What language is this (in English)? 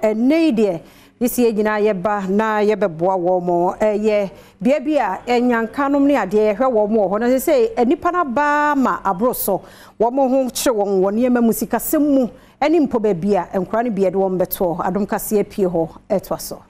Akan